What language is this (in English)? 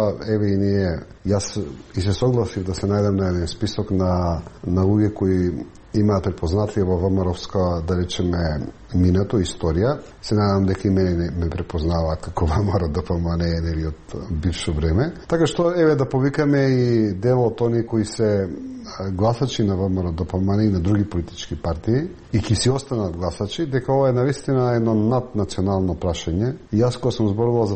Macedonian